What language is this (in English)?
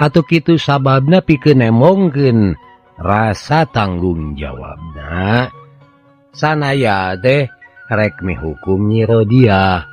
Sundanese